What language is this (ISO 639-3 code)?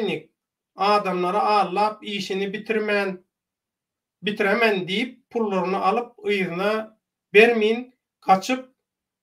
tuk